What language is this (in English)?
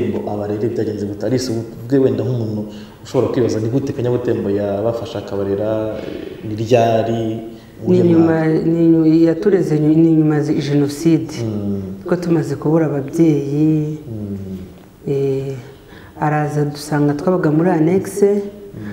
Kinyarwanda